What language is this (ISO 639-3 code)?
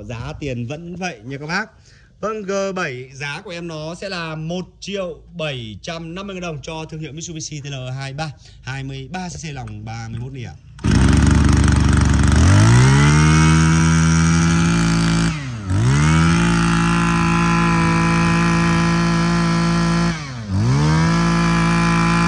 vie